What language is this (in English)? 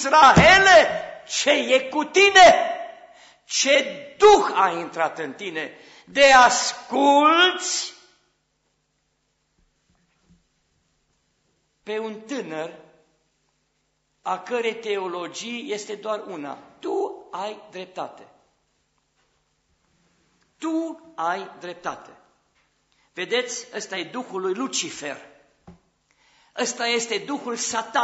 Romanian